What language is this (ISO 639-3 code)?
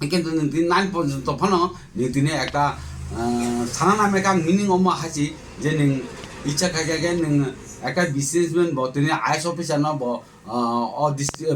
trp